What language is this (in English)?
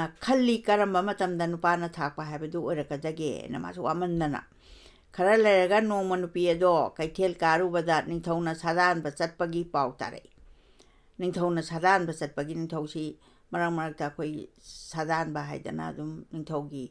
Manipuri